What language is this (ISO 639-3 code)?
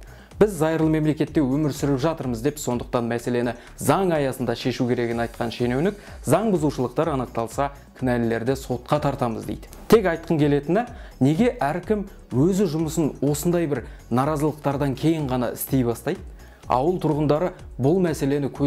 kaz